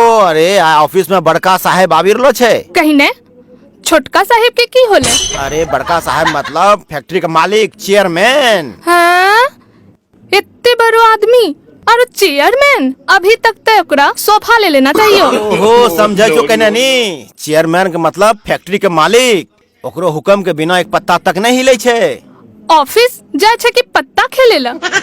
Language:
Angika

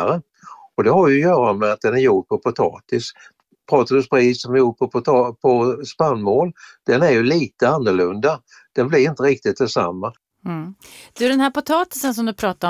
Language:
Swedish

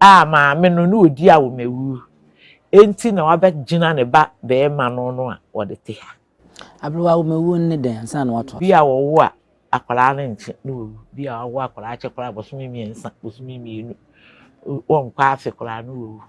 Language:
Akan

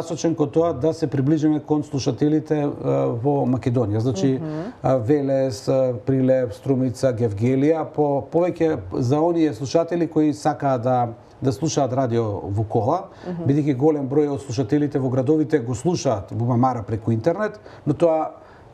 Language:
Macedonian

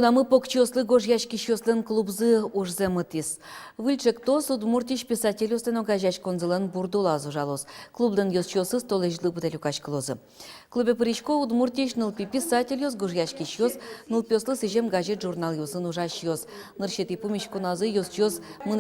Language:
Udmurt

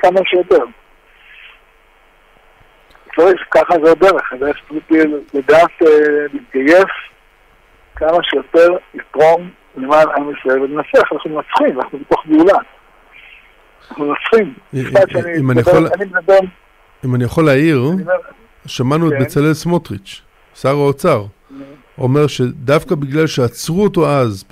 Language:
Hebrew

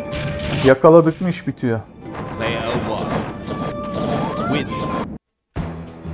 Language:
Turkish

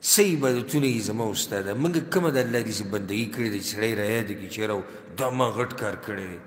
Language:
Pashto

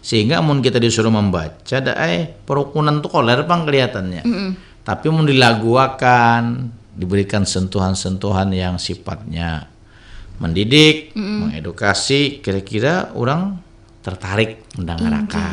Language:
Banjar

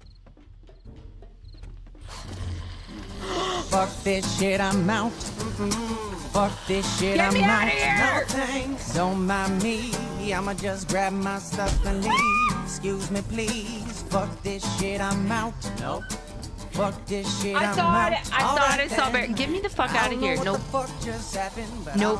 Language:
English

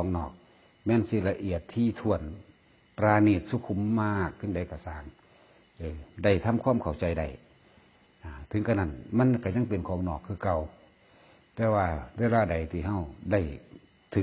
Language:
Northeastern Thai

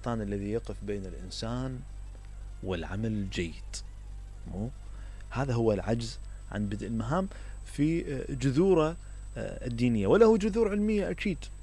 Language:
Mesopotamian Arabic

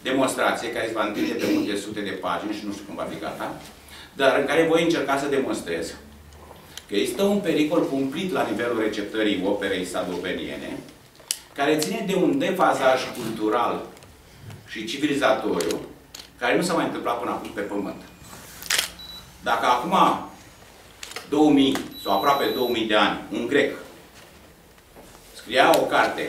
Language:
Romanian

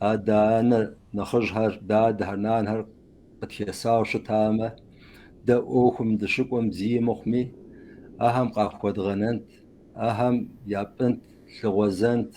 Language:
Kabardian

